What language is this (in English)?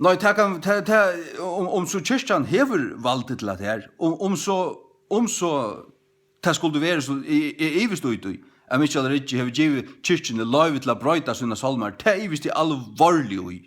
Faroese